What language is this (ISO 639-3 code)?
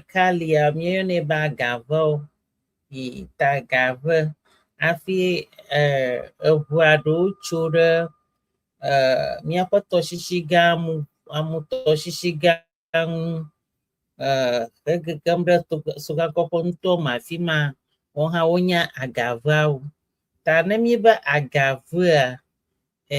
ewe